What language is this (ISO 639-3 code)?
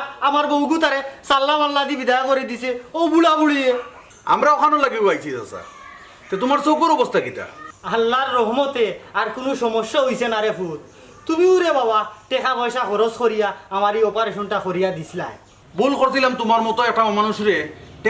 syl